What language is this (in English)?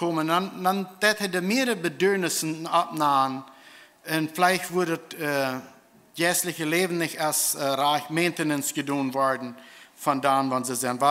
Plautdietsch